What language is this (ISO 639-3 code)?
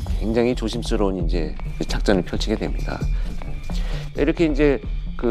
kor